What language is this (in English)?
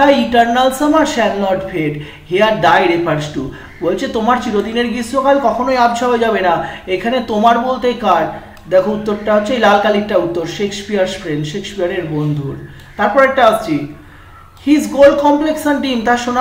Bangla